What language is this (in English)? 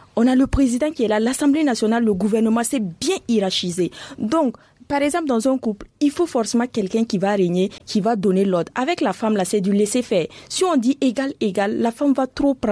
French